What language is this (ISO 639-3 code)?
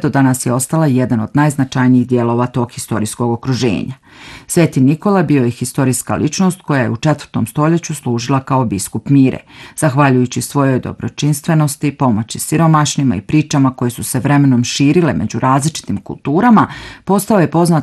bos